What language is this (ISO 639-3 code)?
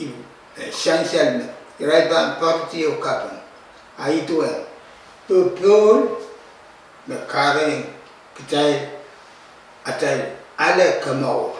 pon